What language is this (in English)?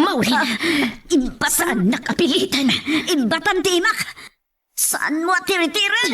Iloko